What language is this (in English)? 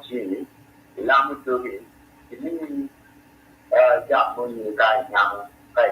Acoli